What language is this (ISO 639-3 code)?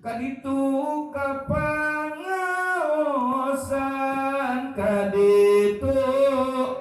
sun